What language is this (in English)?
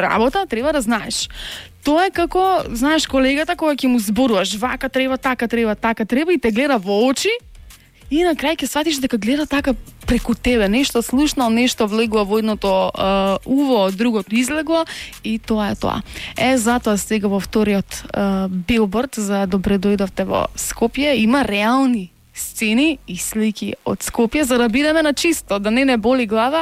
Macedonian